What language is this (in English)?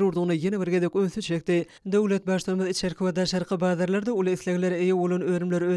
Turkmen